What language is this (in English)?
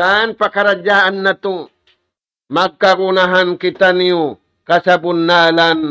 Tausug